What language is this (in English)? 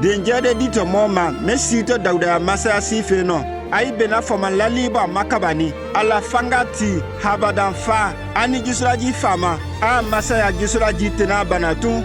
Konyanka Maninka